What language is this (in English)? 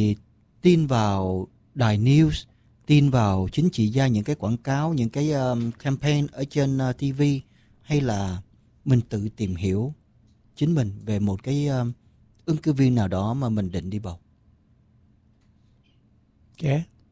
Vietnamese